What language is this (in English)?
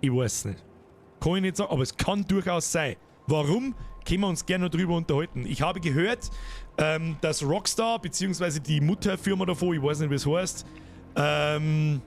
Bavarian